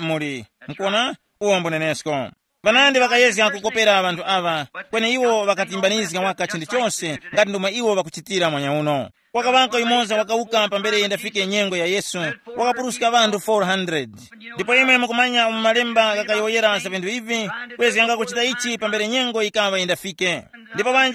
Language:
Tumbuka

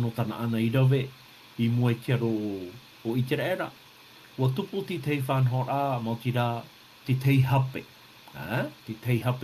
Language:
Tahitian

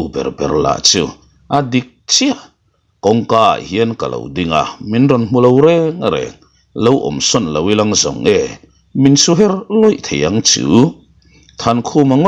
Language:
Mizo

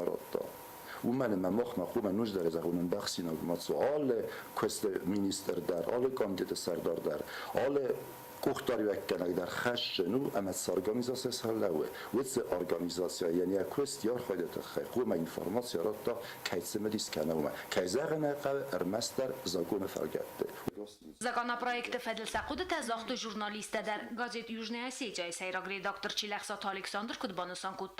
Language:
Ossetic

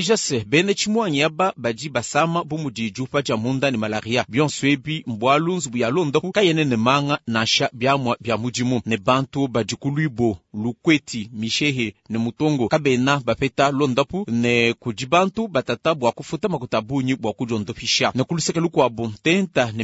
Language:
Luba-Lulua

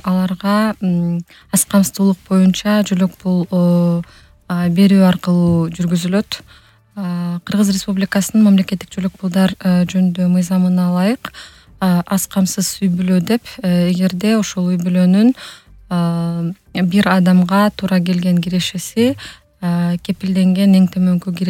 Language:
Kyrgyz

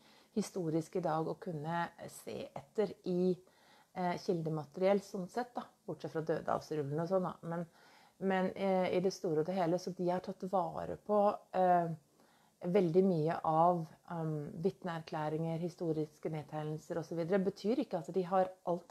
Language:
Norwegian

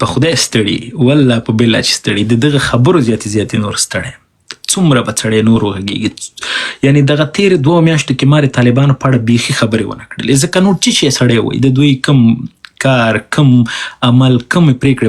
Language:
Pashto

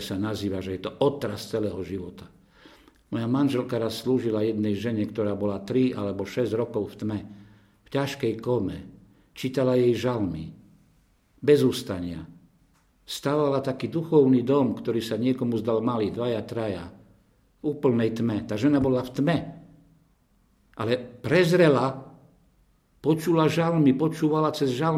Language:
Slovak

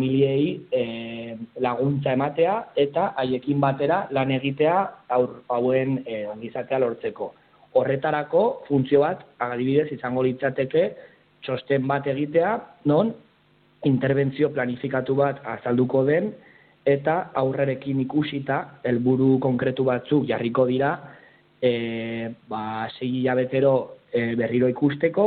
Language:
Basque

